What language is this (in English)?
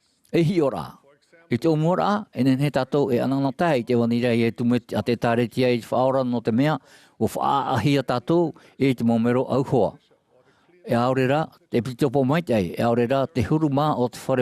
Tahitian